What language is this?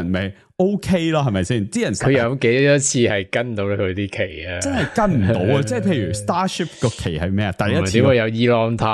Cantonese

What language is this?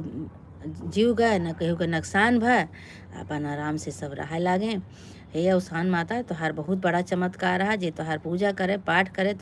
Awadhi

